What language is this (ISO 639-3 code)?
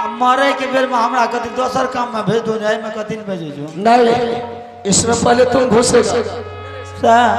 mai